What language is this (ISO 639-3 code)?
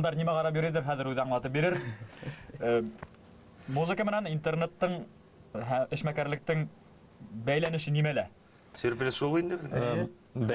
bak